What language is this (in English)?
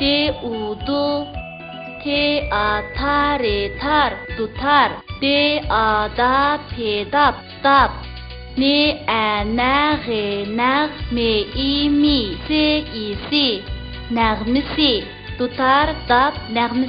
Uyghur